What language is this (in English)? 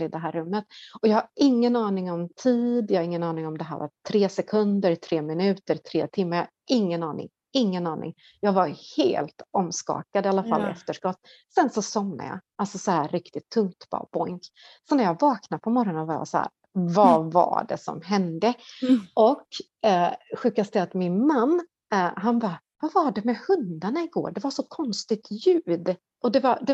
Swedish